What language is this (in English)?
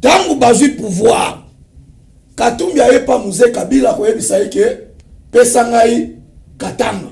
Lingala